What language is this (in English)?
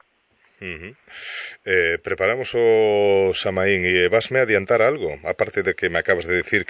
Galician